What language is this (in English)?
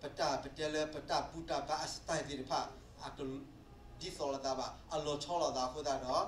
S'gaw Karen